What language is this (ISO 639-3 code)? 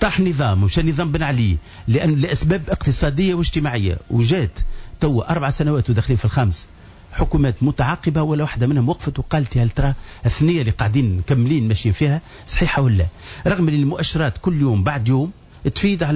aeb